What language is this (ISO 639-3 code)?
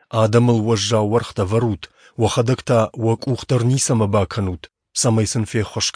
oss